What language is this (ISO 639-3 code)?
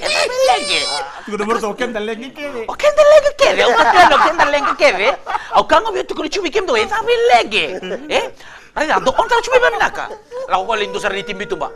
fij